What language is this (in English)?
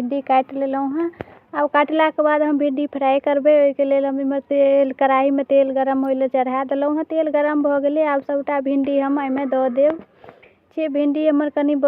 Maithili